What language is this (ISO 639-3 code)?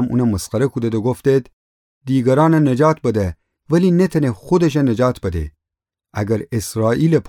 glk